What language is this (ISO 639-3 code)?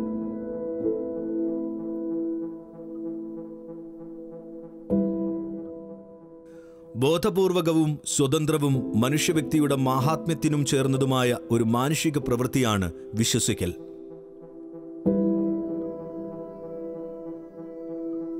mal